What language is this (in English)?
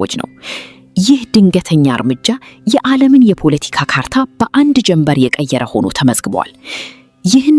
Amharic